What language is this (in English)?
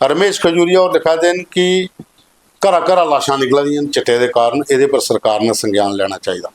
Dogri